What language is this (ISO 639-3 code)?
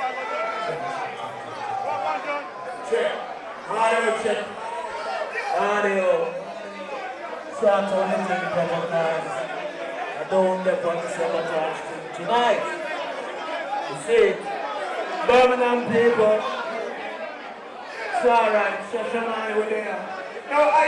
eng